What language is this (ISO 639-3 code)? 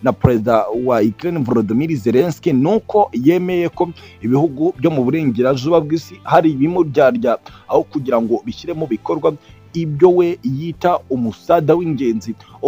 kin